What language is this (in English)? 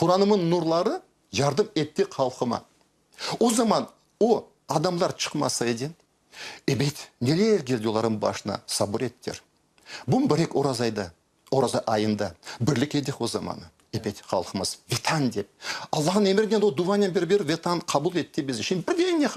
Crimean Tatar